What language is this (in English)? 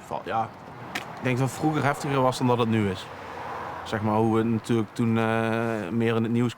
Limburgish